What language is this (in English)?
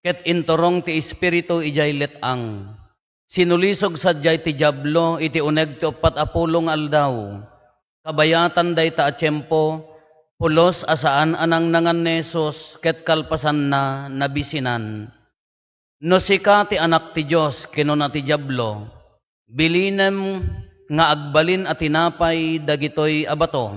Iloko